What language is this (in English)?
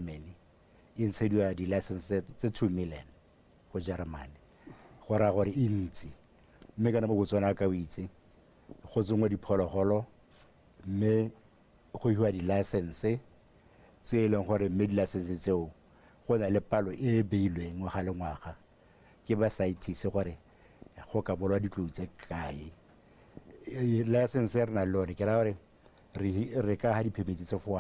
Tswana